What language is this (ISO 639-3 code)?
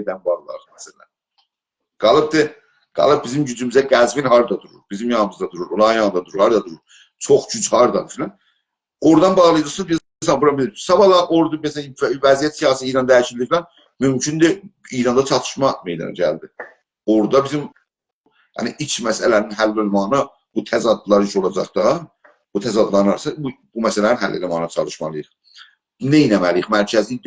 azb